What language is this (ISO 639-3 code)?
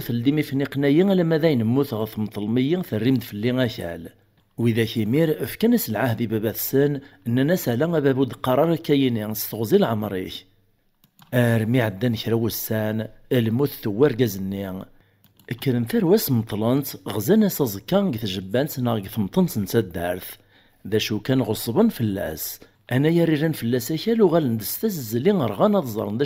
kab